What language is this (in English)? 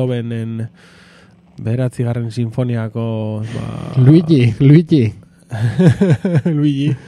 Basque